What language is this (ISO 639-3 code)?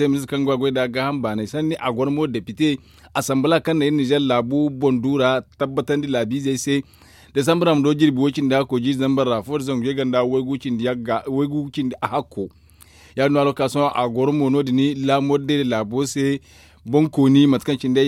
dje